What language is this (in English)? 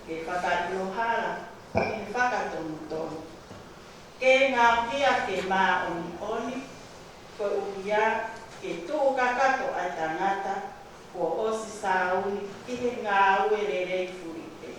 Tongan